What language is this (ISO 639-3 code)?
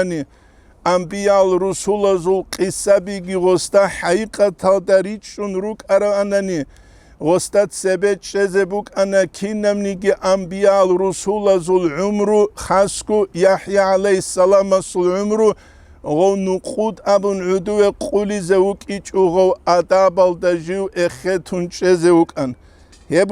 ava